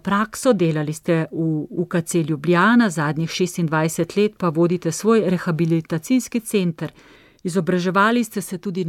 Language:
Slovenian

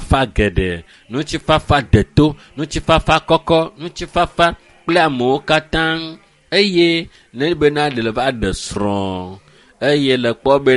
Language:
Ewe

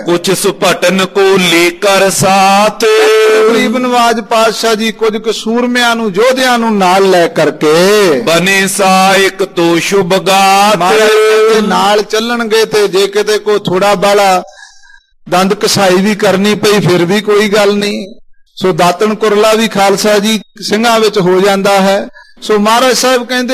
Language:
Punjabi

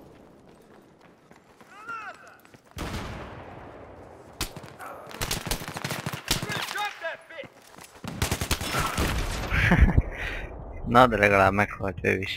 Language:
Hungarian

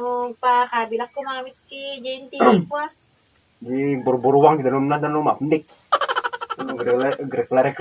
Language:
Iloko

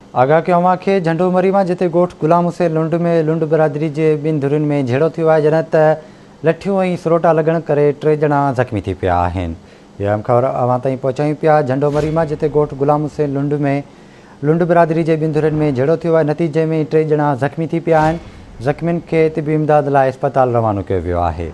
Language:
Sindhi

